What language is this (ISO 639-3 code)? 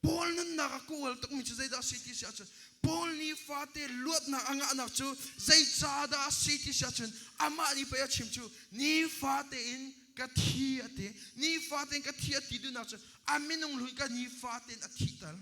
cnh